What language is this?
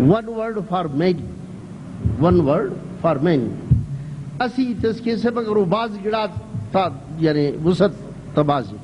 Brahui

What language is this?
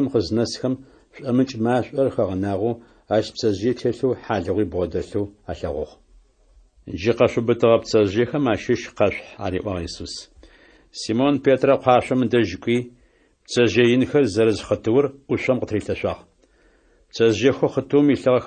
Adyghe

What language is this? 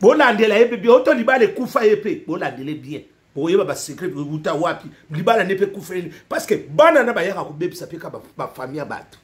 Lingala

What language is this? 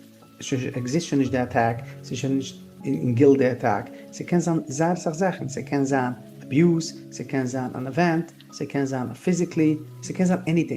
Yiddish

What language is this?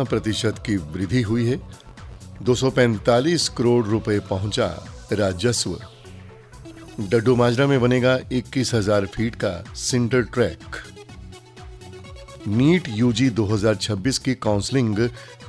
Hindi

